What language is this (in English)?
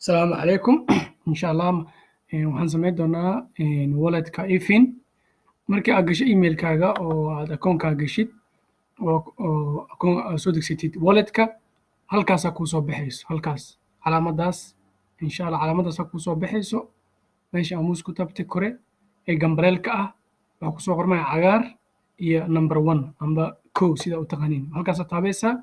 Somali